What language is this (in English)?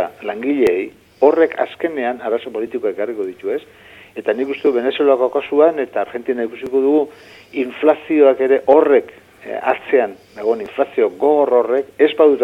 Basque